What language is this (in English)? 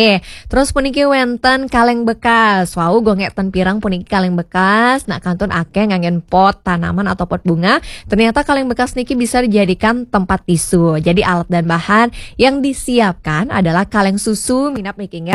Balinese